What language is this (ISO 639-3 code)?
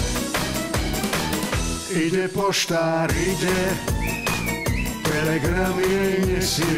slk